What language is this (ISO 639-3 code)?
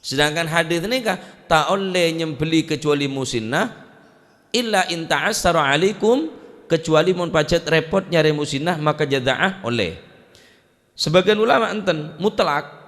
mad